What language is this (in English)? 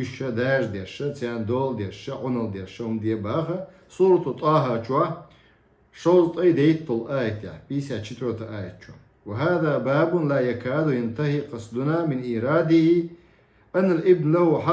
Chechen